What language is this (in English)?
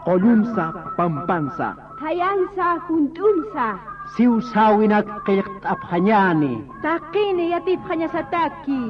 Aymara